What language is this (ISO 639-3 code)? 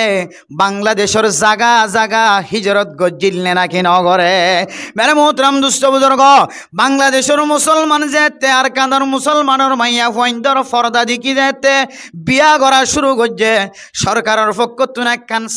rhg